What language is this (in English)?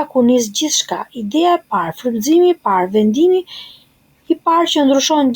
Albanian